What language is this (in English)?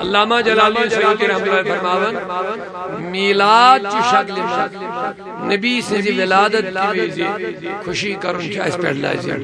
Kashmiri